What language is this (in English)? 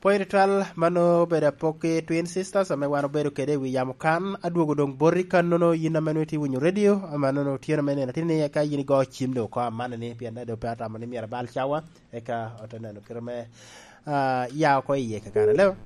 Lango (Uganda)